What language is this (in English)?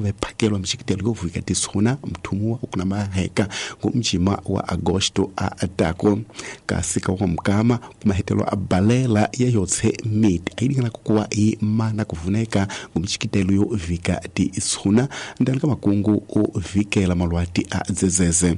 Tsonga